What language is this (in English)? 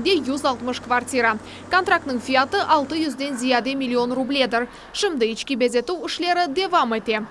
Crimean Tatar